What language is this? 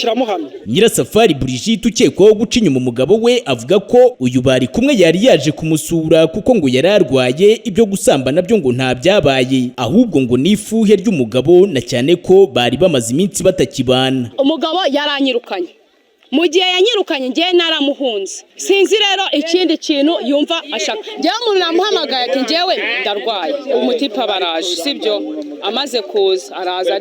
Kinyarwanda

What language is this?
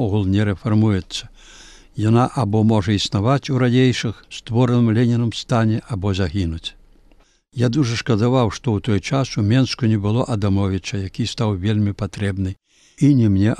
Belarusian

